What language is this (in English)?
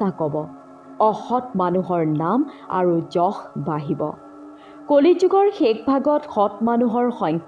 Assamese